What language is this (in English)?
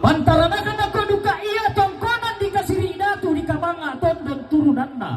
Toraja-Sa'dan